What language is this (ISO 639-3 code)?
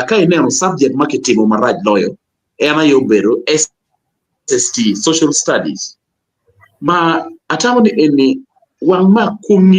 ach